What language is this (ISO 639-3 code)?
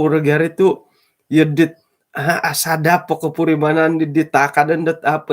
dtp